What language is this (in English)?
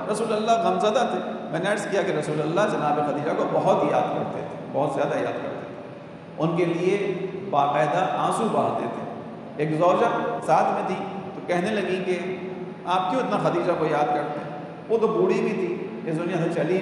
Urdu